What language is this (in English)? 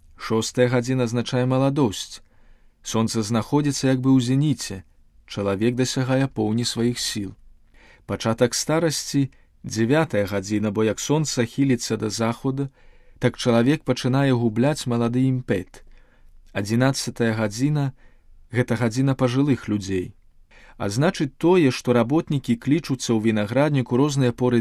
Belarusian